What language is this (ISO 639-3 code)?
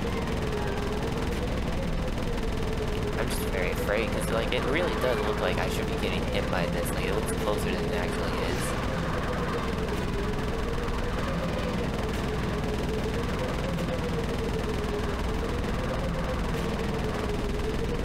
eng